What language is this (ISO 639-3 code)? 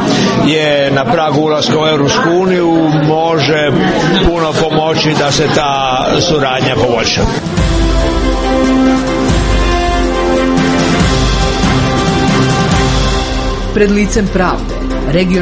hrv